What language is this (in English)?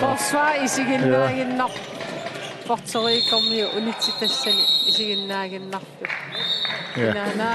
Kalaallisut